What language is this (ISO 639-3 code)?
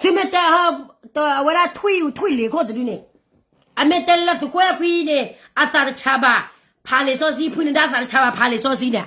ksw